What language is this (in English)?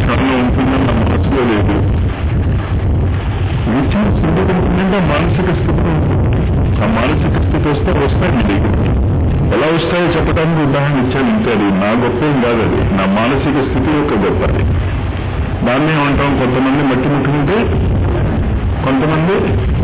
Telugu